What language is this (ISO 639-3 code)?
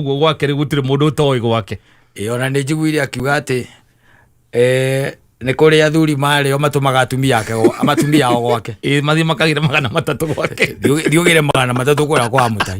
kik